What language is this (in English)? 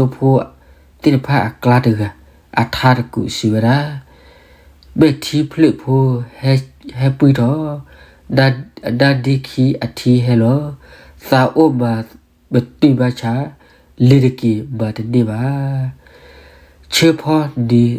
S'gaw Karen